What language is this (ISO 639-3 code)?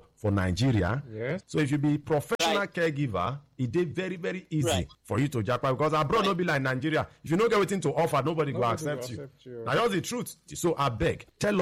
pcm